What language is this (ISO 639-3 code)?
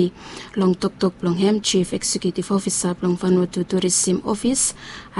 bis